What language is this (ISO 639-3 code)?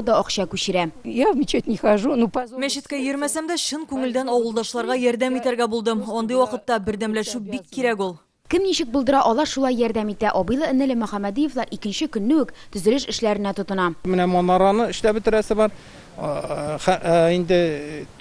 tat